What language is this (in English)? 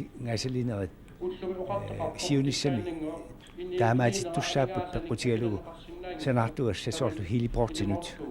Kalaallisut